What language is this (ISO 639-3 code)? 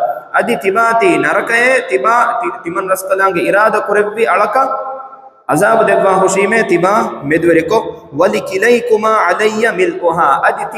div